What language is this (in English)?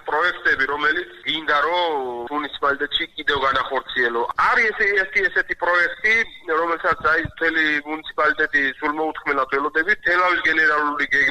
Georgian